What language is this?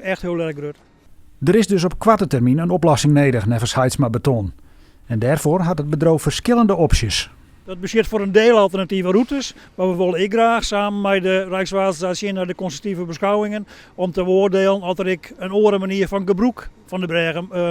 Western Frisian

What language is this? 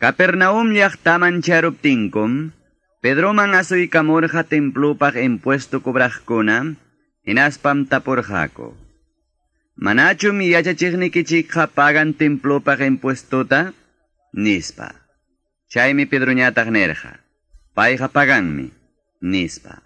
Quechua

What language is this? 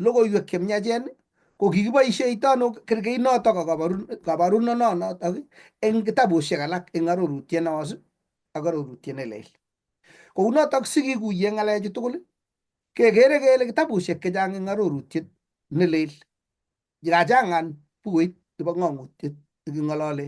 Kalenjin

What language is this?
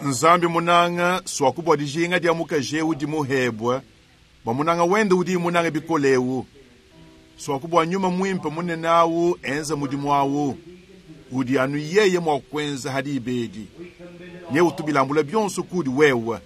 Luba-Lulua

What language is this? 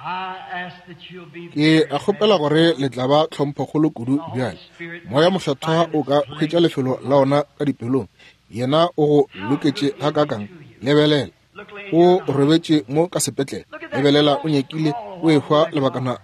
Northern Sotho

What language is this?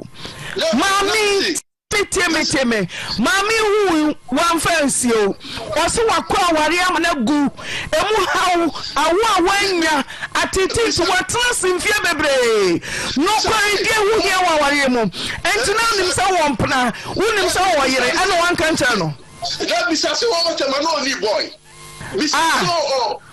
Akan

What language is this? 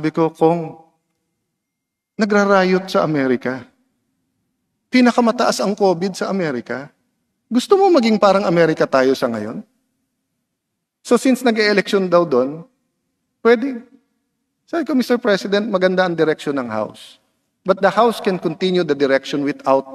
Filipino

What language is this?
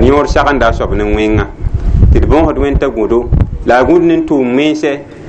Mossi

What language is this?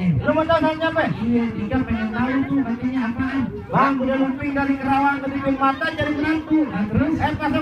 Betawi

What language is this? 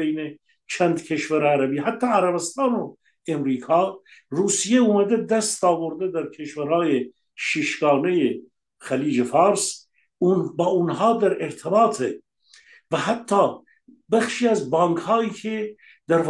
Persian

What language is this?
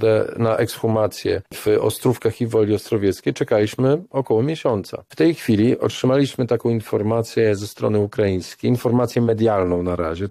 Polish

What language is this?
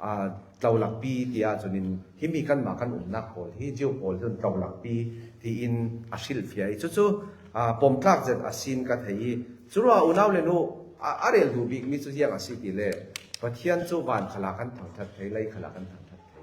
Falam Chin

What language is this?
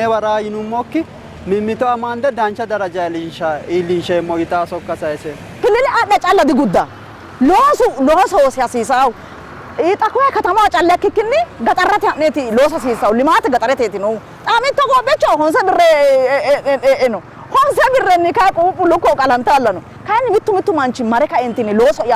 Sidamo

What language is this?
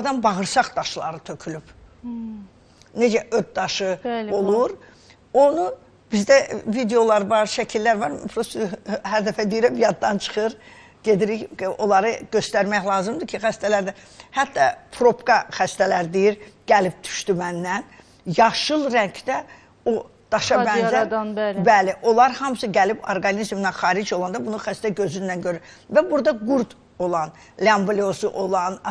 Azerbaijani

